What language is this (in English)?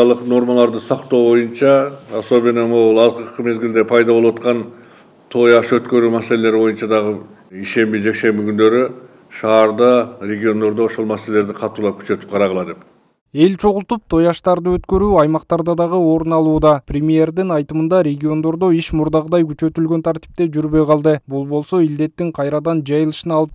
Kyrgyz